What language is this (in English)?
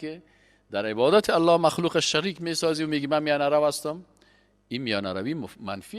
Persian